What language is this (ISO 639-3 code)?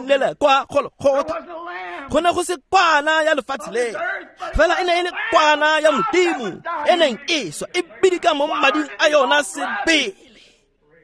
tsn